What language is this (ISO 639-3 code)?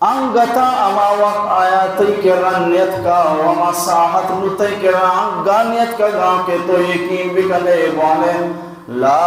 bal